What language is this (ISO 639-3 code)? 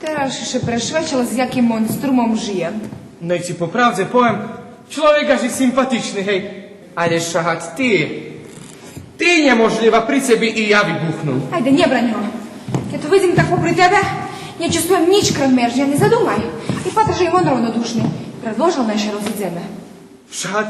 rue